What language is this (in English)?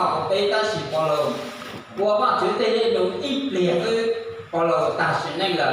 Hmong